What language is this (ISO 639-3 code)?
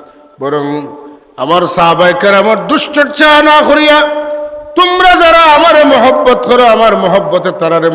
syl